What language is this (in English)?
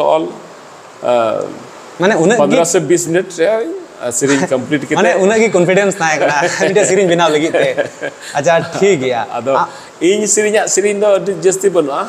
Santali